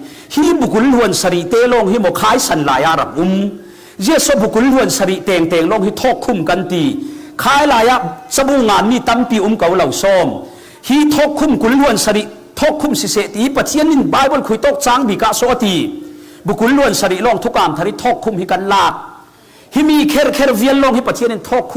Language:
Falam Chin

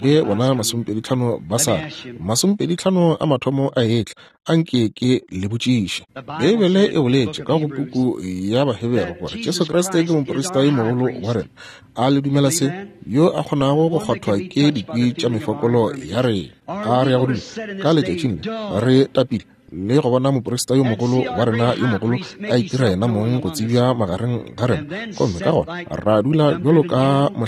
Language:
Northern Sotho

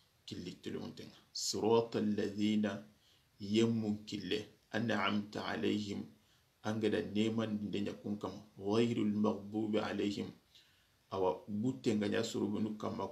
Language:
Soninke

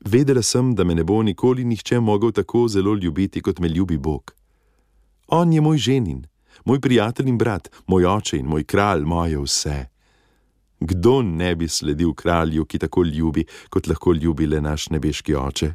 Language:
Slovenian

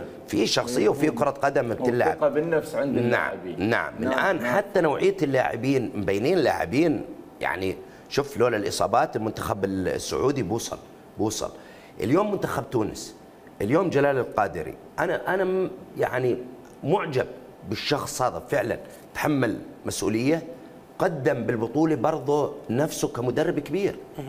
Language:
Mesopotamian Arabic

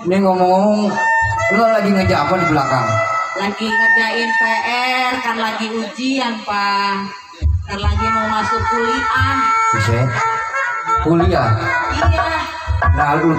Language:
Betawi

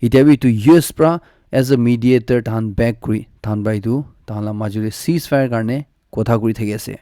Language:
Naga Pidgin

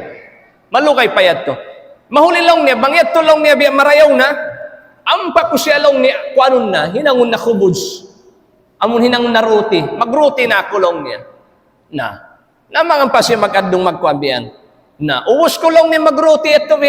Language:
Tausug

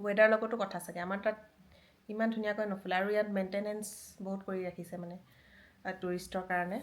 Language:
Assamese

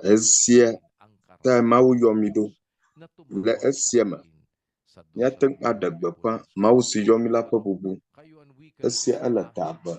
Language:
Ewe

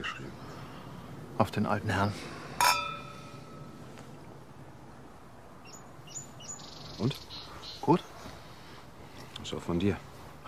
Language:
German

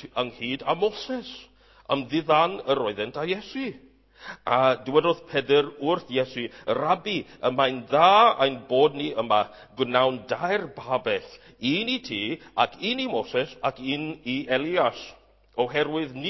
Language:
Welsh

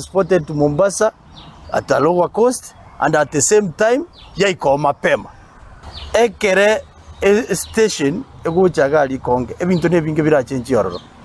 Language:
Gusii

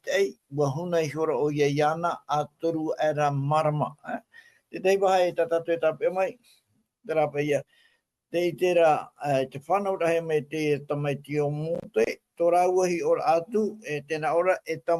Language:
Tahitian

